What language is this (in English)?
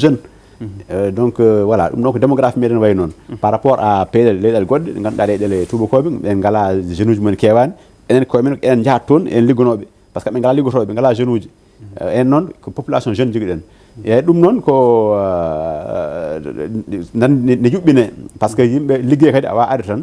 Fula